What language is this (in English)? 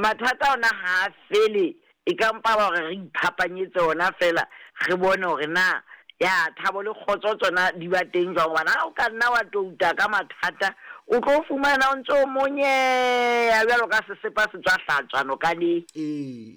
Southern Sotho